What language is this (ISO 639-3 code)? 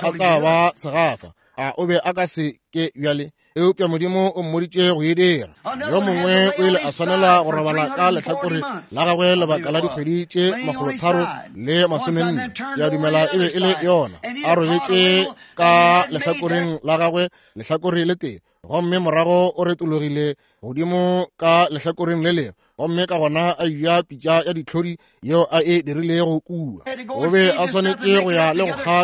nso